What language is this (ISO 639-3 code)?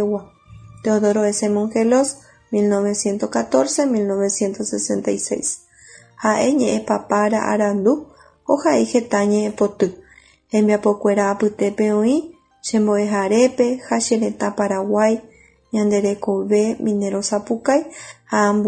grn